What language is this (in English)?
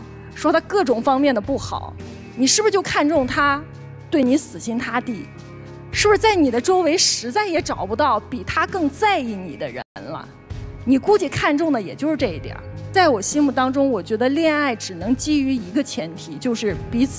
Chinese